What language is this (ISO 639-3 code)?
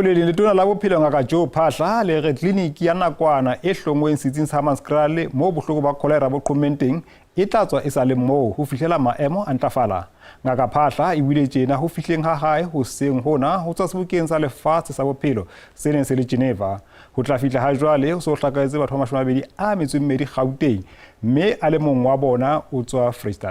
sot